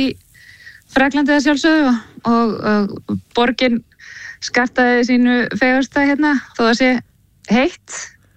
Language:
Icelandic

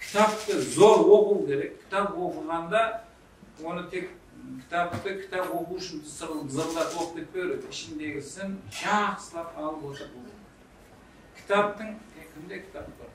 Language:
Kara-Kalpak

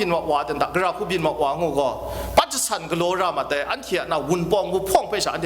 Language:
Kachin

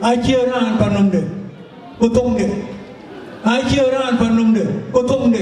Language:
Dinka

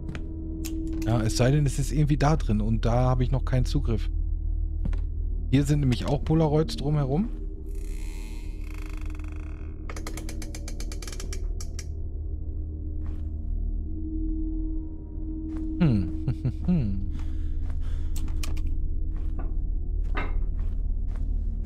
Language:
German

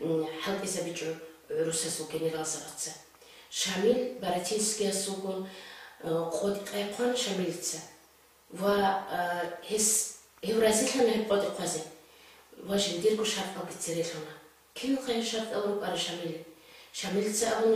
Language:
Avaric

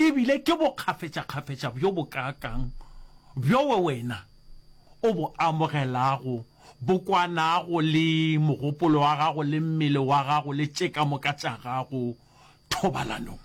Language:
Northern Sotho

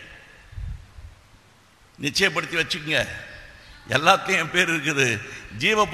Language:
Tamil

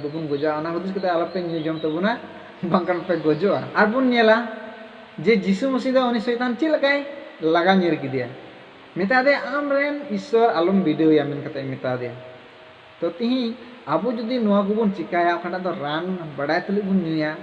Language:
Santali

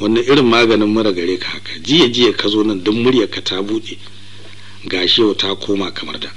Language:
Hausa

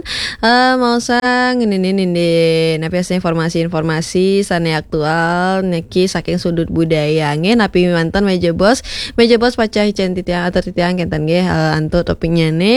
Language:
Balinese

